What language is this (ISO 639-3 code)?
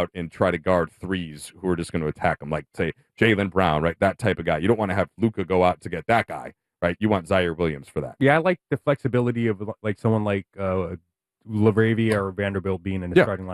eng